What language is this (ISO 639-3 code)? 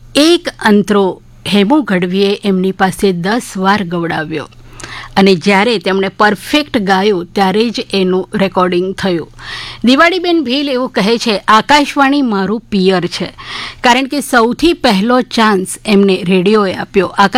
guj